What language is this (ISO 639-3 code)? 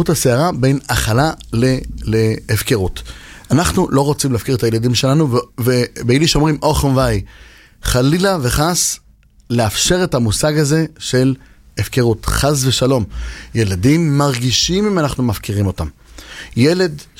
heb